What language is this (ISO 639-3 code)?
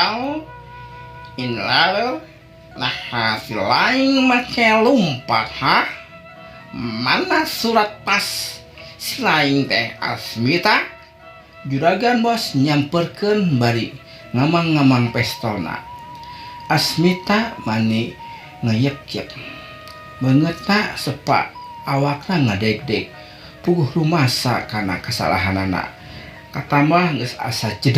sun